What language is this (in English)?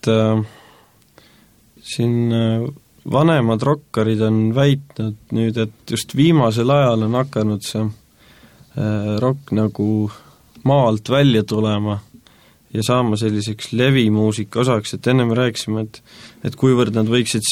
Estonian